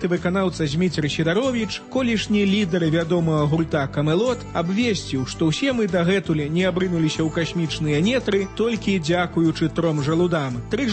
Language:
Belarusian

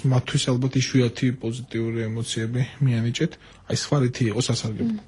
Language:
Georgian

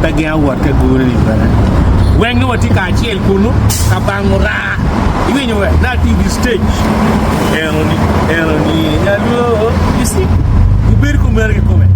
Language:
Acoli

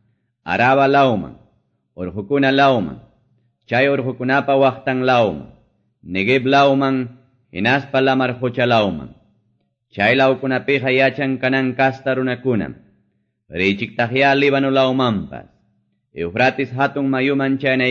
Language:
Quechua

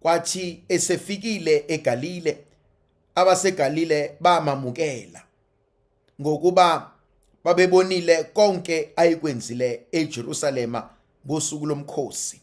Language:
Zulu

